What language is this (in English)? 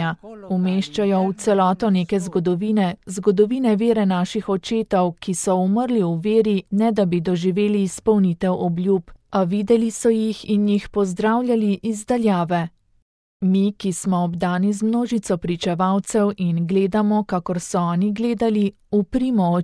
Slovenian